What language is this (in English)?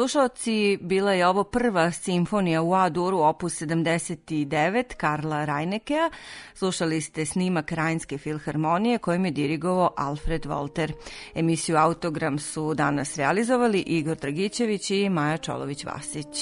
Serbian